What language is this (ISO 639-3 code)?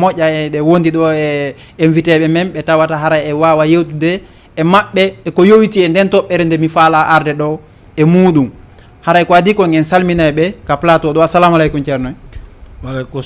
ful